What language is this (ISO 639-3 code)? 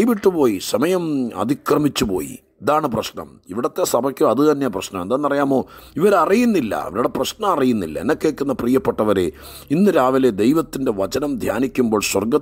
mal